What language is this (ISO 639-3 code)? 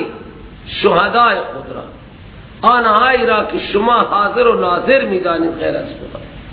fas